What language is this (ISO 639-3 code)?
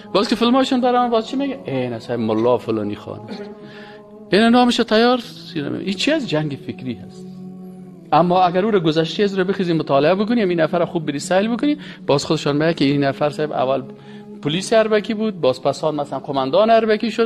fas